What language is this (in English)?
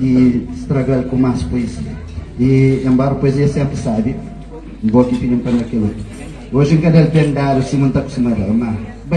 Kabuverdianu